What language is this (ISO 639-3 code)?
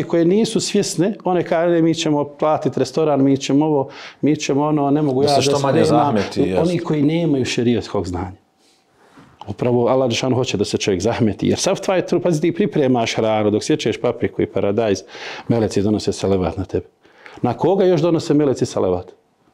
bos